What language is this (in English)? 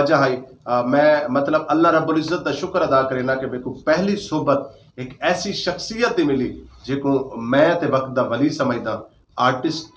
Saraiki